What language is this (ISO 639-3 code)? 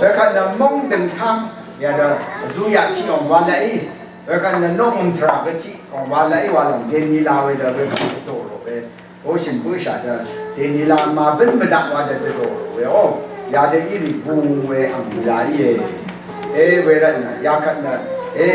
raw